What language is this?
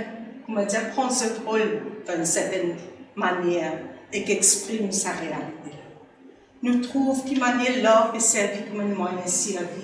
Morisyen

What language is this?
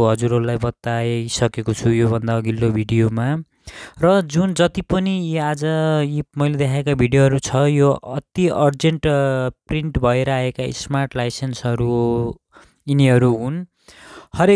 Nepali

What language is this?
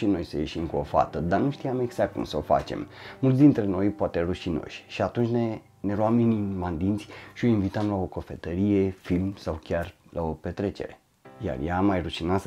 Romanian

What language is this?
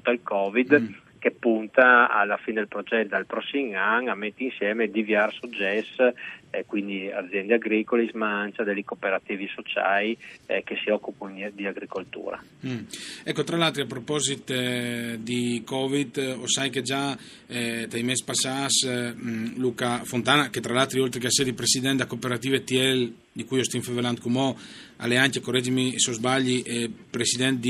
Friulian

